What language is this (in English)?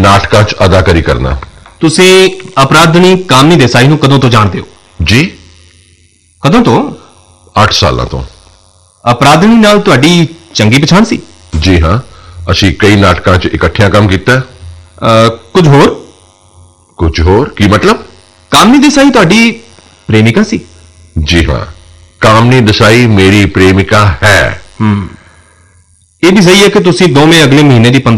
Punjabi